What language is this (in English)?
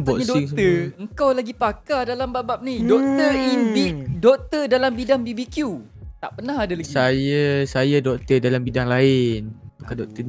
Malay